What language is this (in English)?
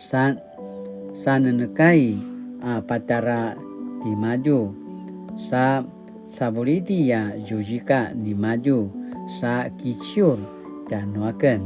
Paiwan